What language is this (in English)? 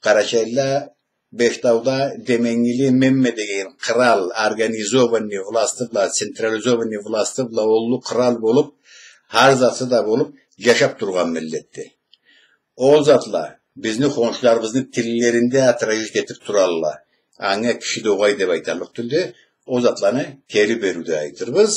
Karachay-Balkar